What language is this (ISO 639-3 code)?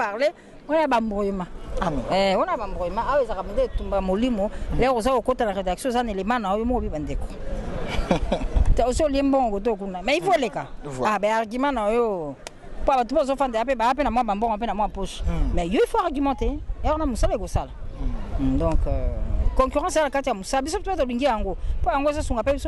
lin